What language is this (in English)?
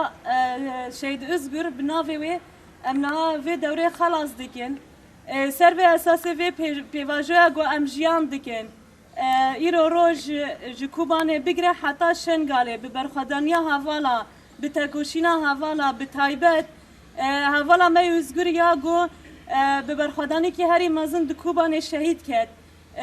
Kurdish